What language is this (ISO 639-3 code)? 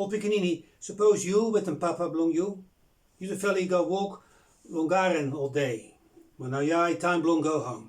bis